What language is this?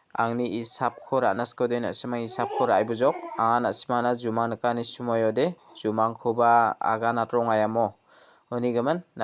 Garo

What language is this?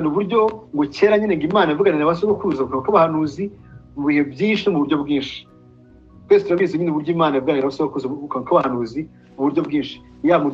Kinyarwanda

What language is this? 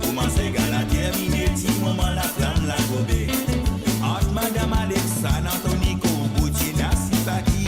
Morisyen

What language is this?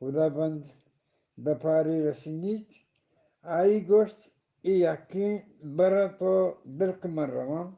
Eastern Balochi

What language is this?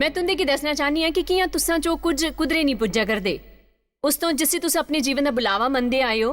Dogri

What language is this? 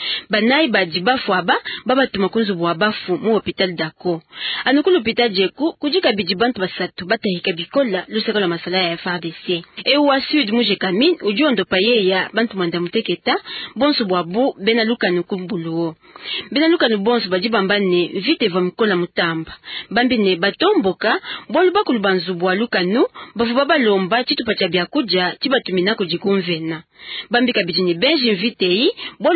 Luba-Lulua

